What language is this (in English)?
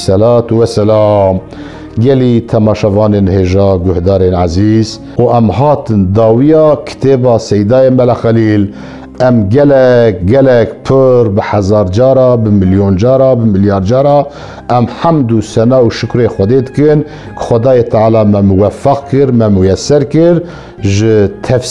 Kurdish